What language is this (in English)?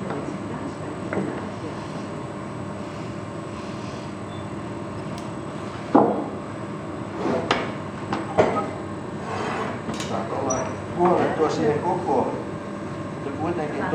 Finnish